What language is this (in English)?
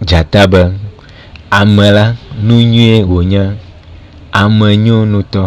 Ewe